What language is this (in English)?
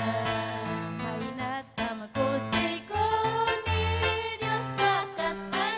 Ayacucho Quechua